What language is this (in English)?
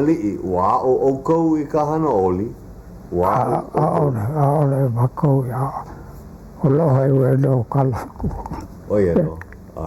Hawaiian